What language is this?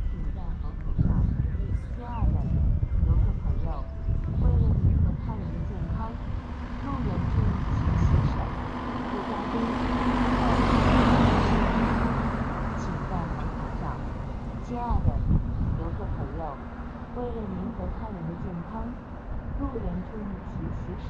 Chinese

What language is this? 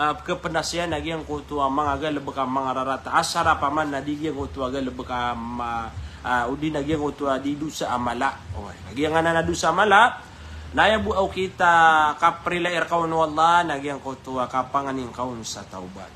Maranao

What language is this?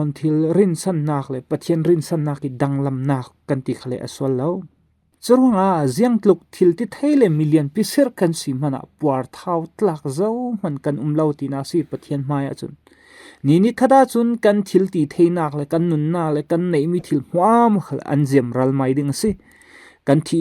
Falam Chin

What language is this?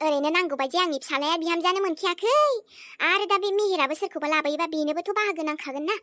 Bodo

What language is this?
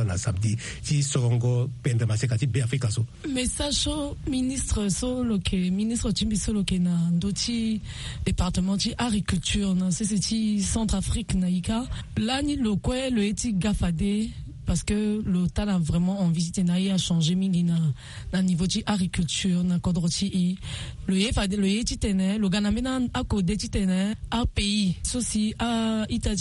Sango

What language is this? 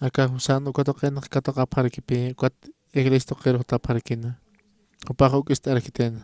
Aymara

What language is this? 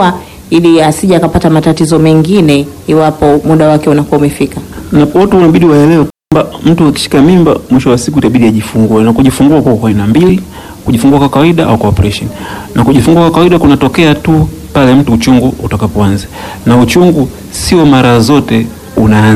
Swahili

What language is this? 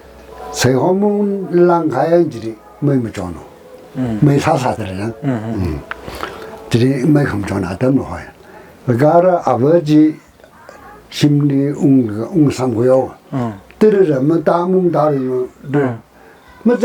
Tangkhul Naga (India)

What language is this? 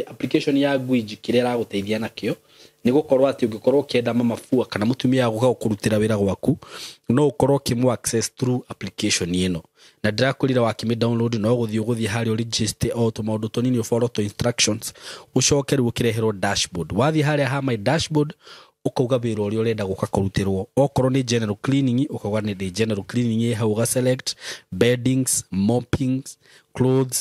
Kikuyu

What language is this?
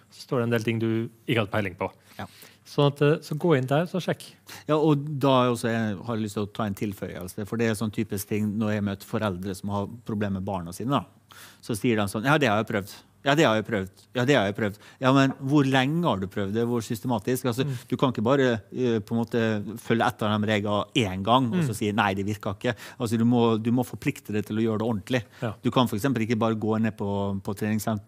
Norwegian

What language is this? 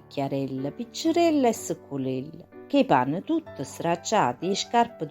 Neapolitan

